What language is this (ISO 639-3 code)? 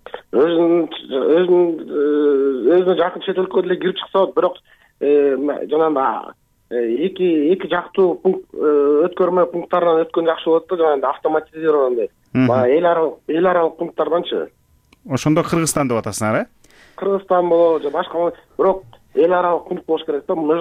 kir